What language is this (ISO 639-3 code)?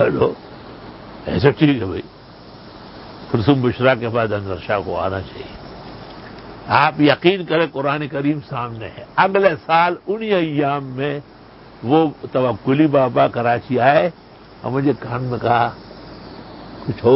urd